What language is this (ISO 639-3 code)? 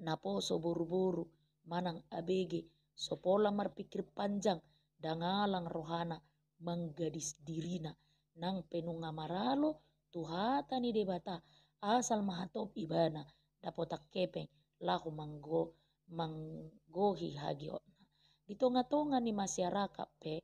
bbc